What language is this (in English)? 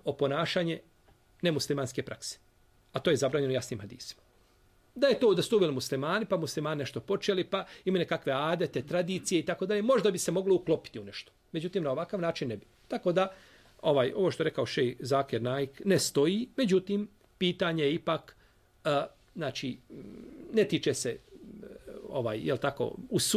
Bosnian